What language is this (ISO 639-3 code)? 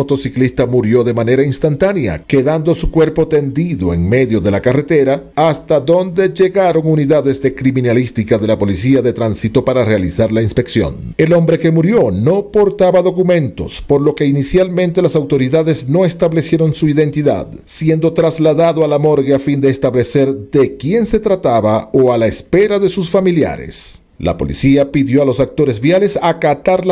spa